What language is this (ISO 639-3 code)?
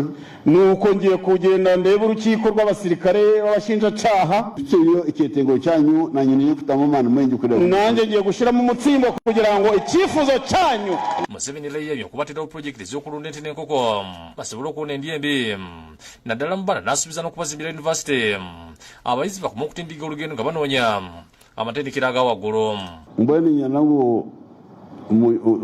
lug